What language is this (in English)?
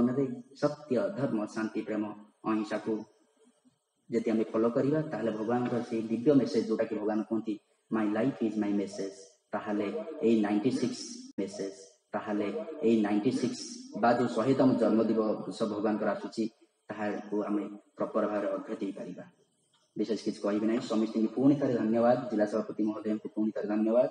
Odia